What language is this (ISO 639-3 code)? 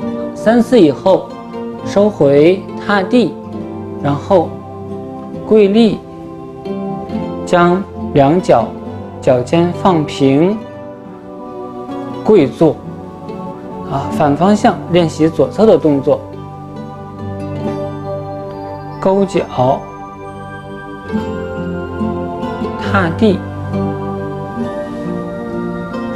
zho